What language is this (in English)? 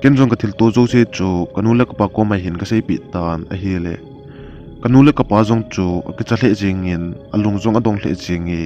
Thado Chin